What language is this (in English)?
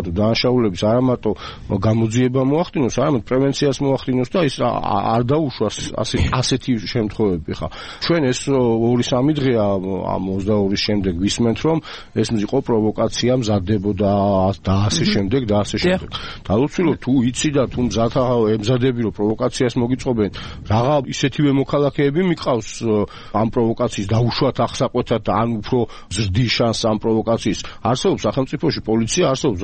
Georgian